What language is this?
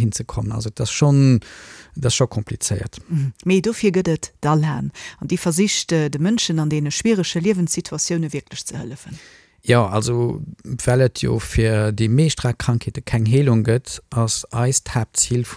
Luxembourgish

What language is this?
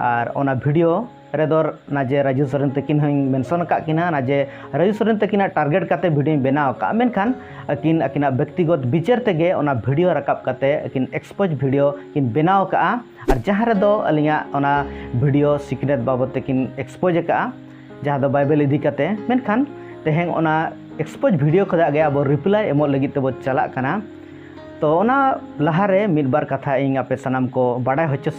Santali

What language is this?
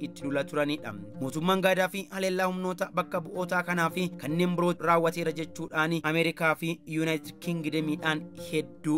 Oromo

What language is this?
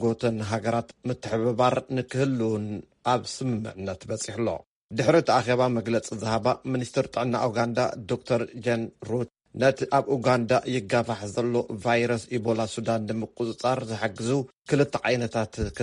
Tigrinya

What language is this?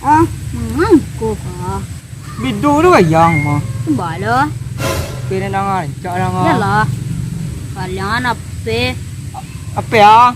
Minangkabau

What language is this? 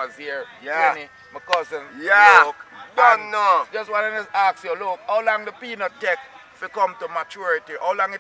Jamaican Creole English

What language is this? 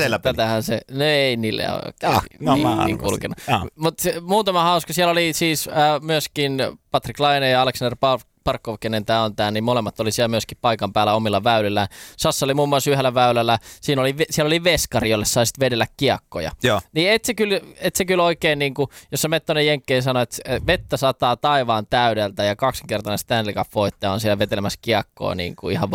Finnish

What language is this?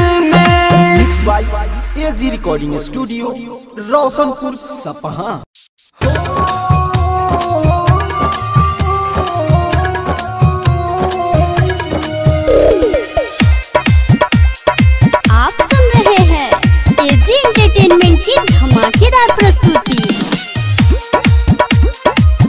Bhojpuri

